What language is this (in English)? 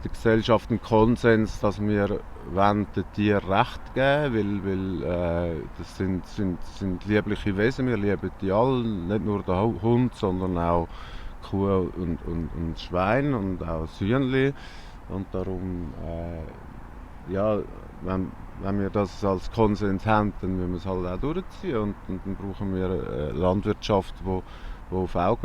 Swiss German